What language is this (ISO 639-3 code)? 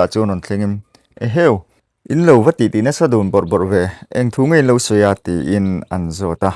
lus